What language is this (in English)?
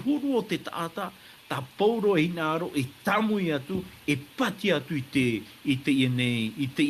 Tahitian